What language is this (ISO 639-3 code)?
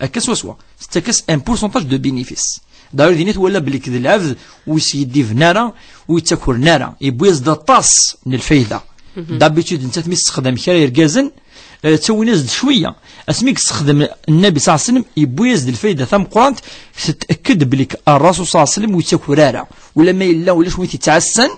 kab